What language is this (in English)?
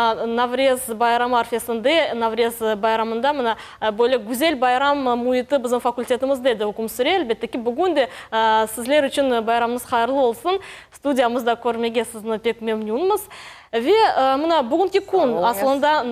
Crimean Tatar